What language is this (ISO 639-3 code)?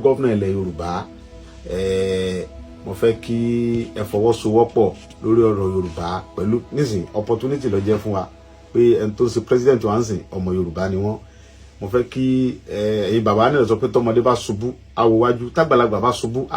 yor